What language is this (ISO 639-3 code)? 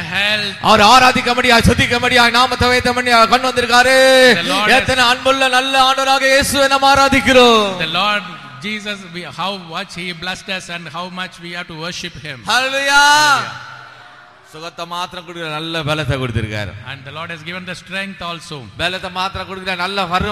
tam